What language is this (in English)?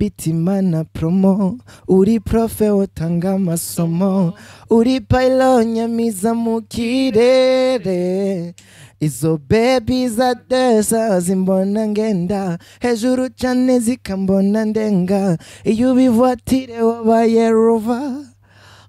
Rundi